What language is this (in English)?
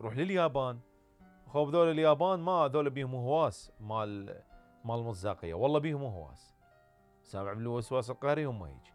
Mesopotamian Arabic